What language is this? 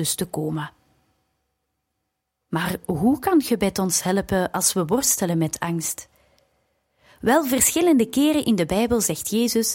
Dutch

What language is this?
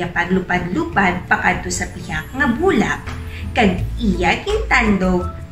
Hiligaynon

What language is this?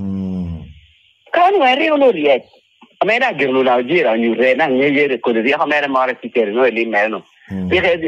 Lango (Uganda)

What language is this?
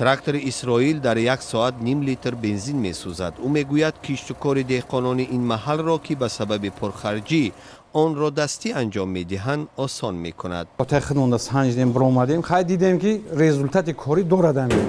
Tajik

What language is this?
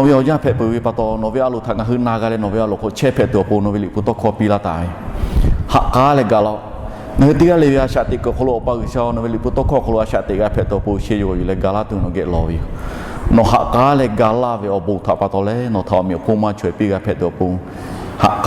Lahu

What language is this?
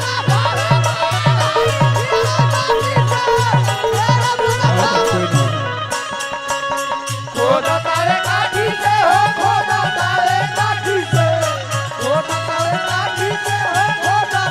Bhojpuri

